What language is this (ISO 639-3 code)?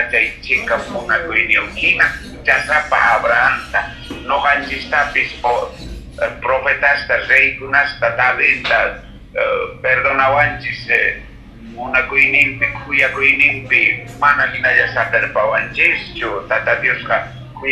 que